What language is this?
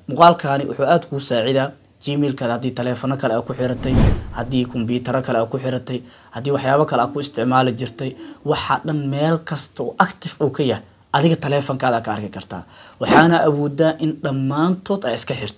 Somali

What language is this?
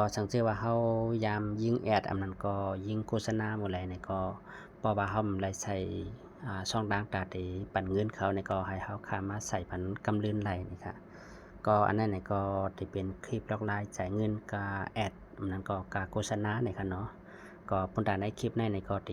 Shan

